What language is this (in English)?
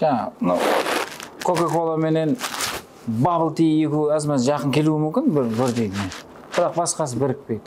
Kara-Kalpak